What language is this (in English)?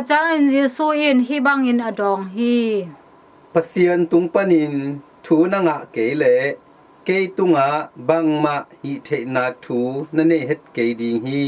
Tedim Chin